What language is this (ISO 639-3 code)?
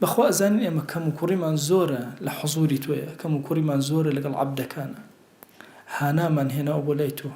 ckb